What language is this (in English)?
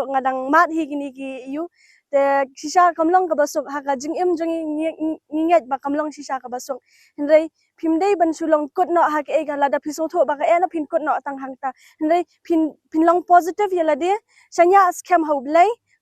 Khasi